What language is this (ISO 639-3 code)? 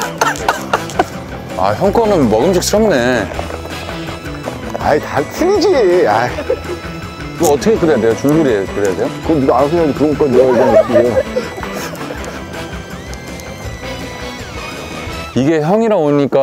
kor